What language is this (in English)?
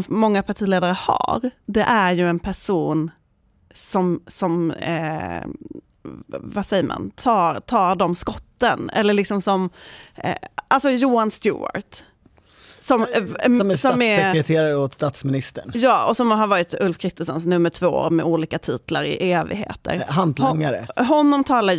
Swedish